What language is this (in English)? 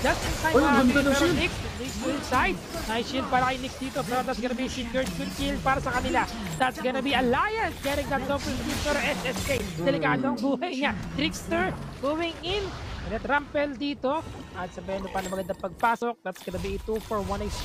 Filipino